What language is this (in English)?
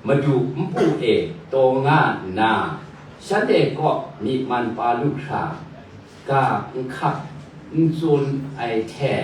Kachin